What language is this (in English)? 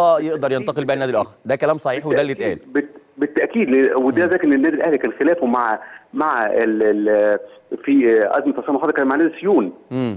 Egyptian Arabic